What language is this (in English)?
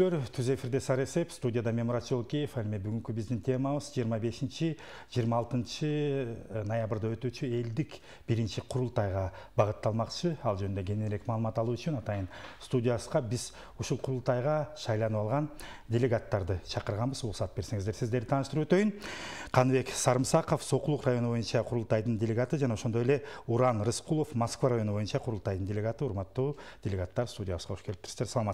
Kyrgyz